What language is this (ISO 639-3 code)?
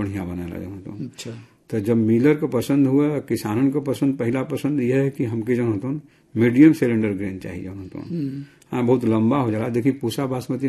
bho